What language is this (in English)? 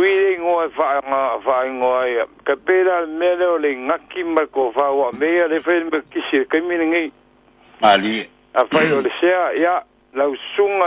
Samoan